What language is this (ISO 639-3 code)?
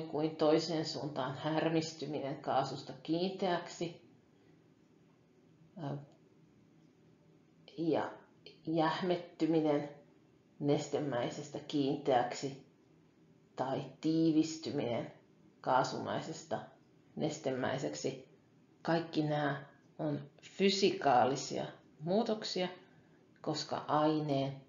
fin